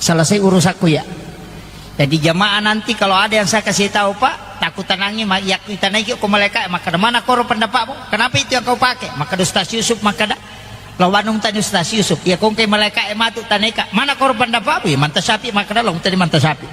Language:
Buginese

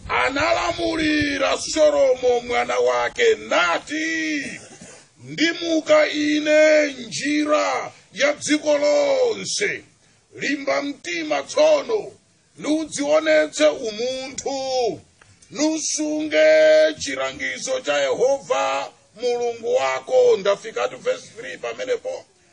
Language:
Nyanja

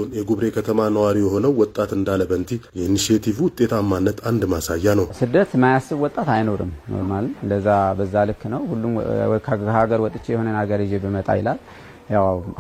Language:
Amharic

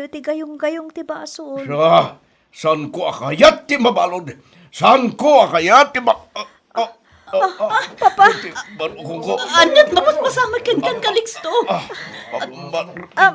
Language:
Iloko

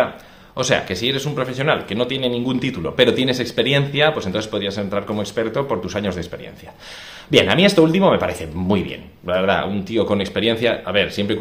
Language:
Spanish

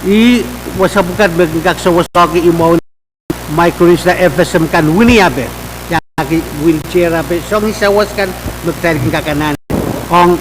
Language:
Pohnpeian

